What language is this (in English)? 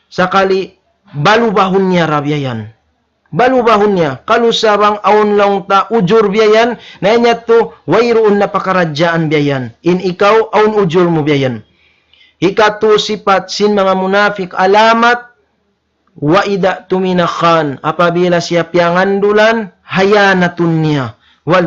Tausug